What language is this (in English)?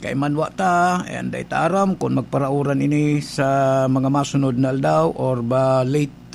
Bikol